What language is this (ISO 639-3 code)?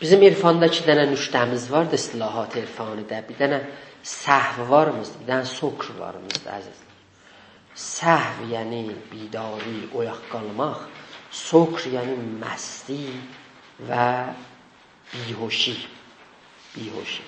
azb